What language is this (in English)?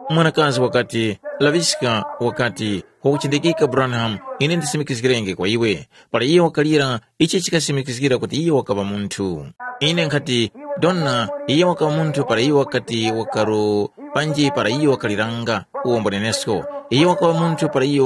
Tumbuka